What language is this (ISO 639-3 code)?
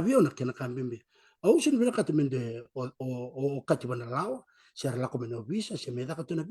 fij